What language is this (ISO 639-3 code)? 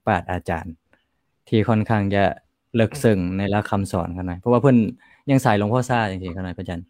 lao